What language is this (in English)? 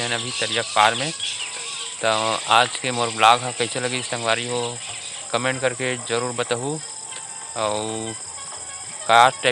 Chhattisgarhi